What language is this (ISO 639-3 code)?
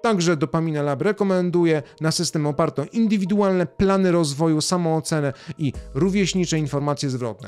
pol